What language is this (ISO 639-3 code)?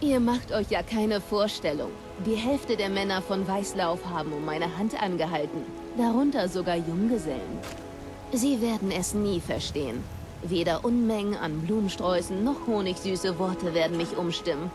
bar